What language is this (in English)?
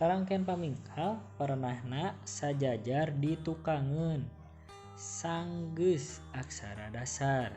Sundanese